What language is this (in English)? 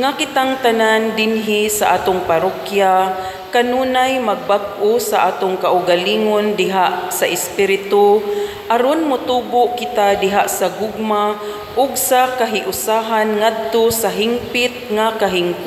Cebuano